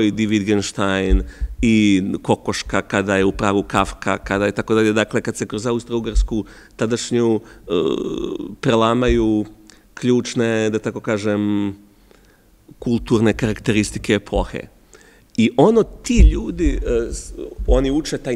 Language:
Serbian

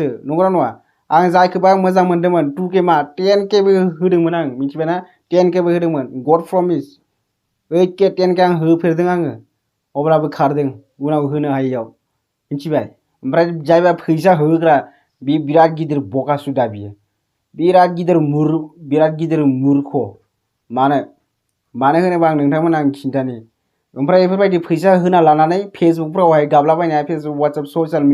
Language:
Bodo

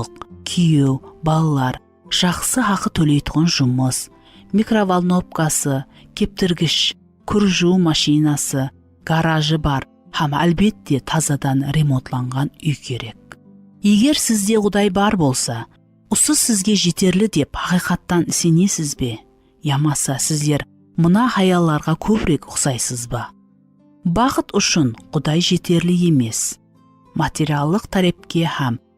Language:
Kara-Kalpak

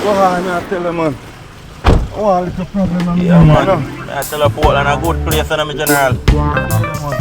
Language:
Jamaican Creole English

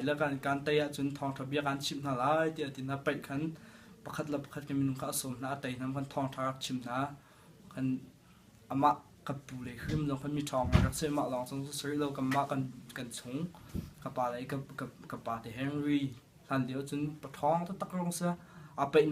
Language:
Hakha Chin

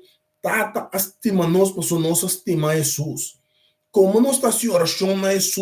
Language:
Papiamento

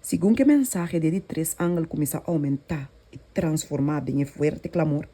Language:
Papiamento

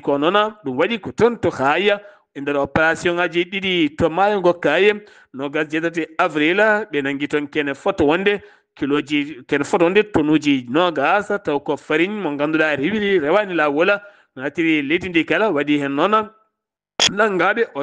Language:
Fula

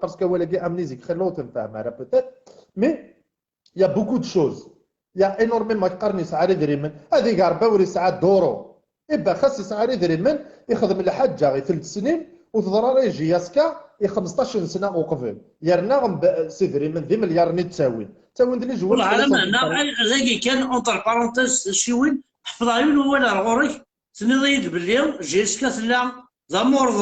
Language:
Kabyle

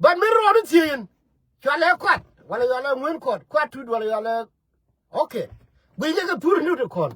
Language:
Nuer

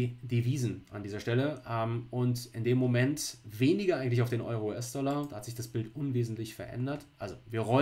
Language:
German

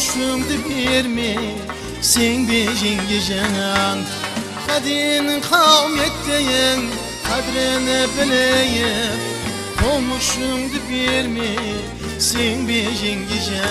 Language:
Kara-Kalpak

